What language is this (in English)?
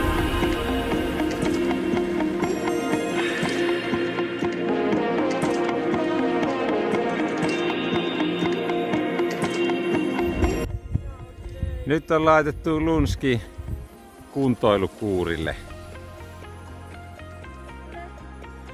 Finnish